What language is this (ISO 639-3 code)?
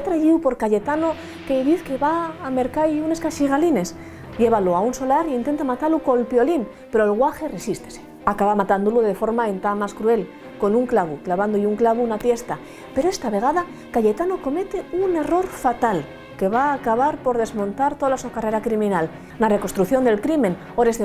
ast